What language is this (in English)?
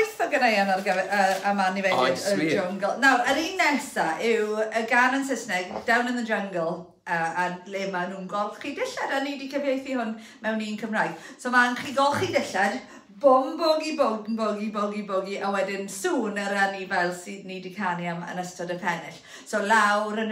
Welsh